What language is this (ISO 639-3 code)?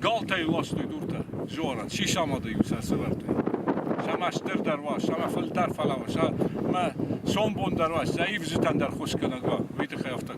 oss